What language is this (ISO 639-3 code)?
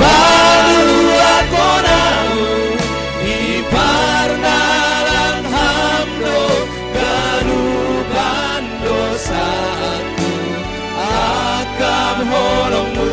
bts